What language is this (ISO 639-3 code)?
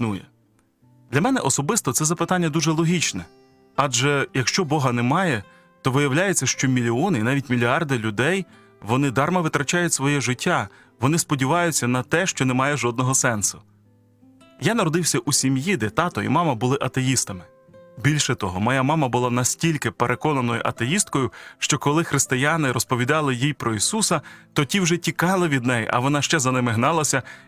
ukr